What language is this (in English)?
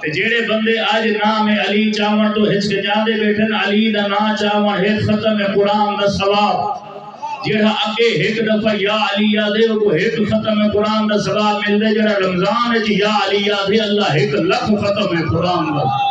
Saraiki